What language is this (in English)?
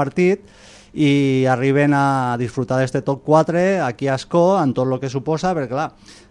Catalan